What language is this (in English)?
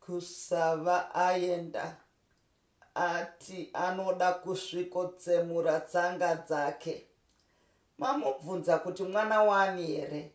Shona